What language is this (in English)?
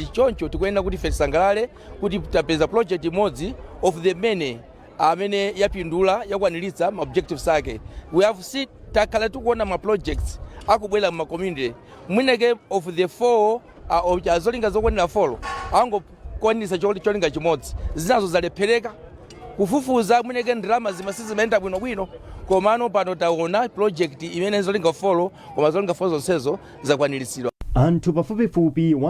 Nyanja